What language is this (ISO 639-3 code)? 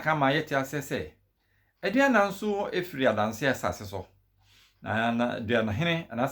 aka